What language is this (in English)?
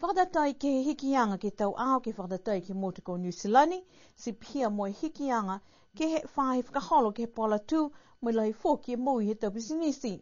Niuean